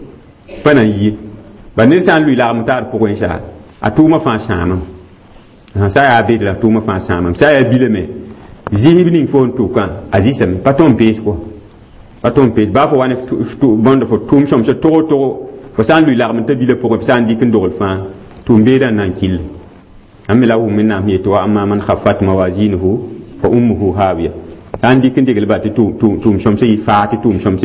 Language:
Mossi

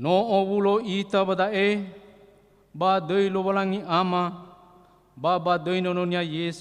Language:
Nias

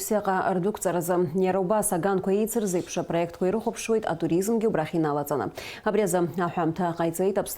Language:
Abkhazian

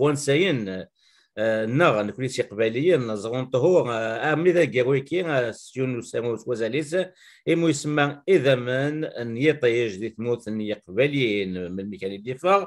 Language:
Kabyle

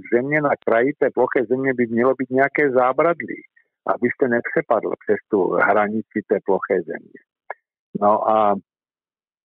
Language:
Czech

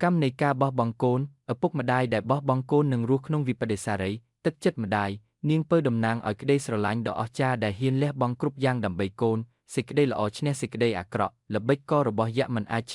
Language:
Khmer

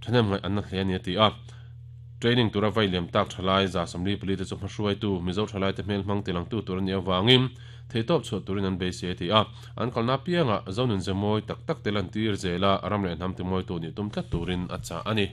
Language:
Mizo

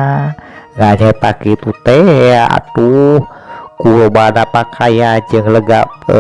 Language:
Sundanese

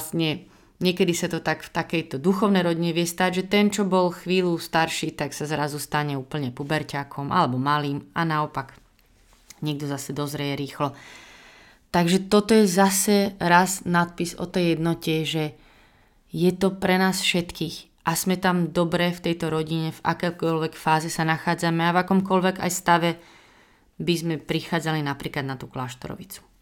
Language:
Slovak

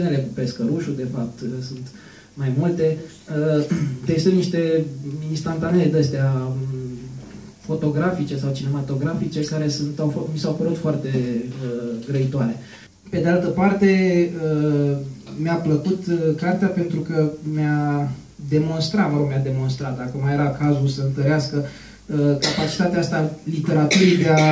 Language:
Romanian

